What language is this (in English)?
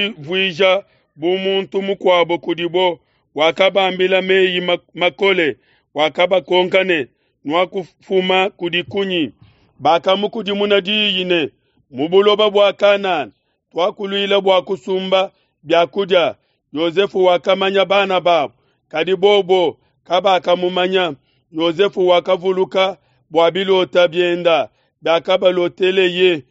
Luba-Lulua